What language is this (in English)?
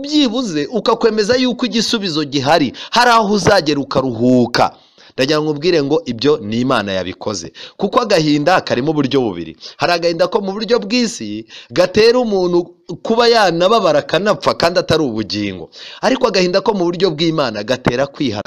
Kinyarwanda